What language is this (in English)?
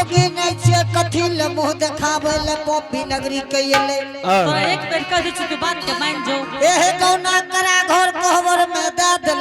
Angika